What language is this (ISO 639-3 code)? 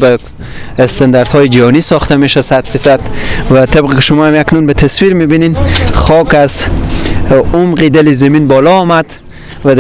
fas